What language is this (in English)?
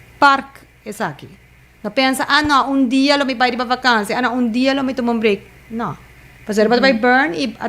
Papiamento